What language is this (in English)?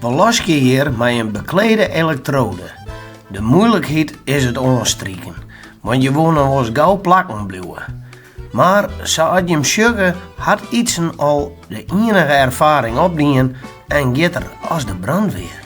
Western Frisian